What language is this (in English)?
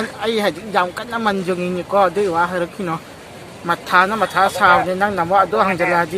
Manipuri